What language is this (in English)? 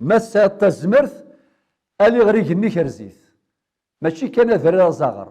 Kabyle